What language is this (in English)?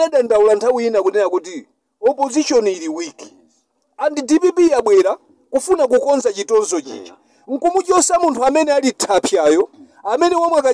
Nyanja